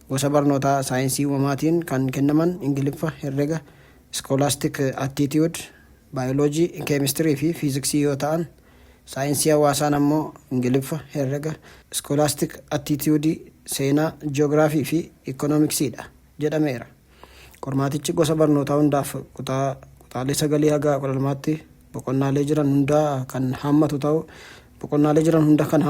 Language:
Oromo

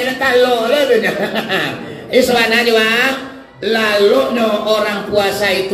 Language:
Minangkabau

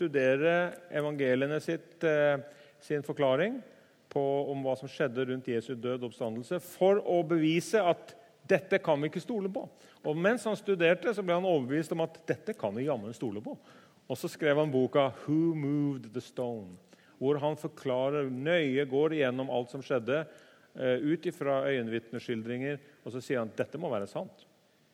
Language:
Norwegian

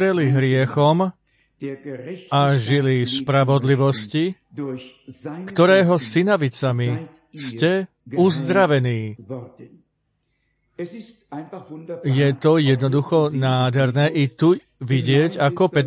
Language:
Slovak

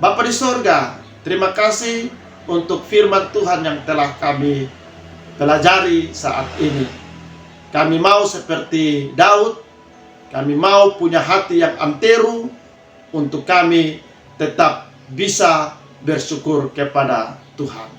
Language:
Kupang Malay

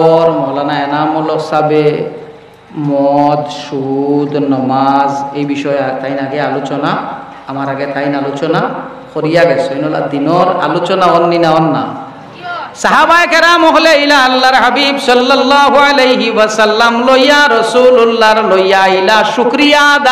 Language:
Sylheti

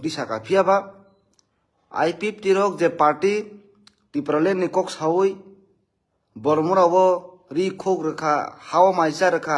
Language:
Kok Borok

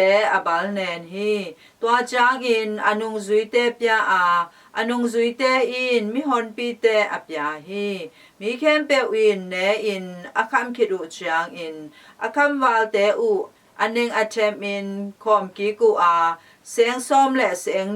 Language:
Tedim Chin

